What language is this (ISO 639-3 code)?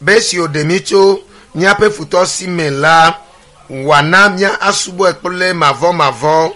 ewe